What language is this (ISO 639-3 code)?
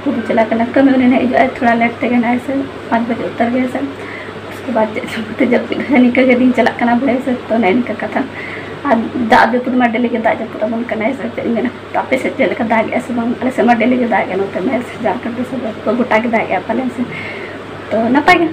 sat